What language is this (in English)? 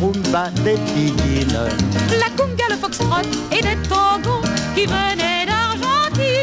French